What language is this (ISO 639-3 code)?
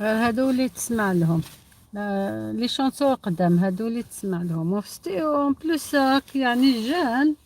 arq